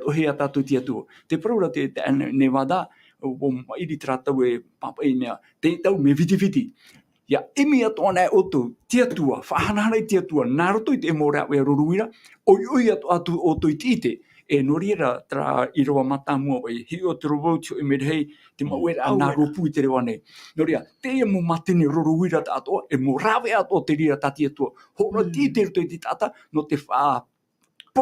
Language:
Tahitian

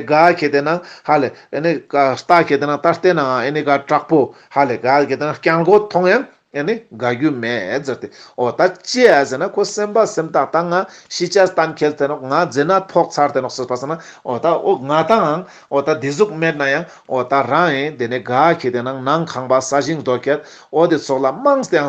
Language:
Ladakhi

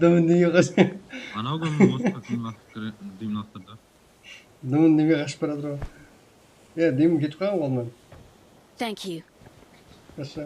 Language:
Kara-Kalpak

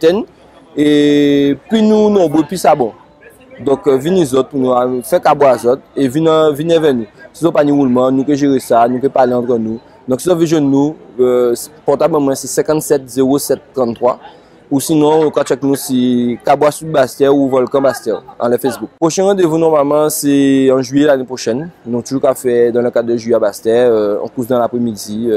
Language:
Guadeloupean Creole French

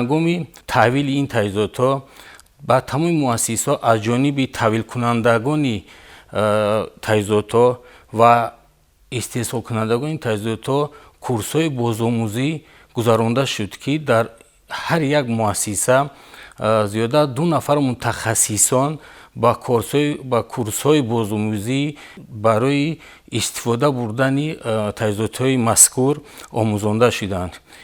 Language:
Tajik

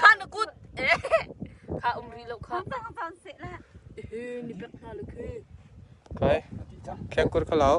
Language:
Hakha Chin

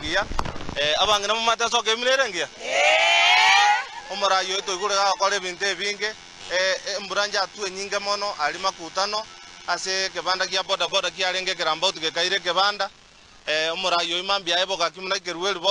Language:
Gusii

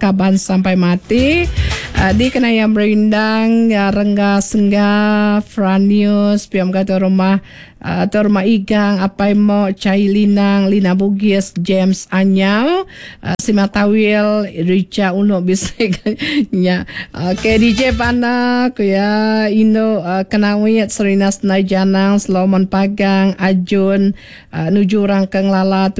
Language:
Iban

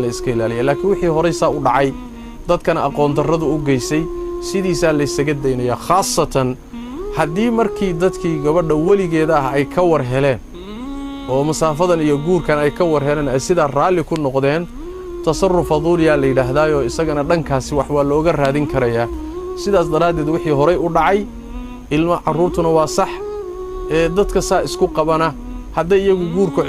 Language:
Somali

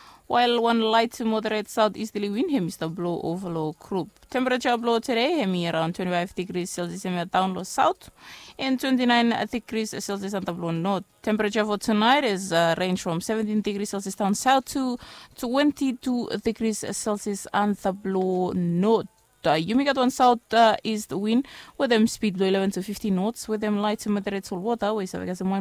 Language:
Bislama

